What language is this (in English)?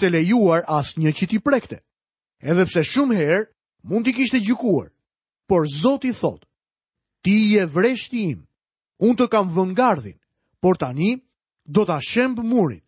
Albanian